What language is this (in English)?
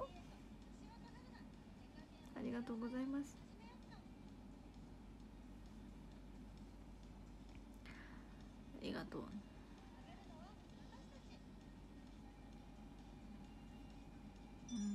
Japanese